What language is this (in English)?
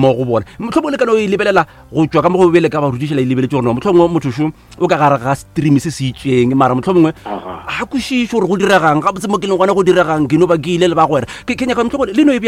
Northern Sotho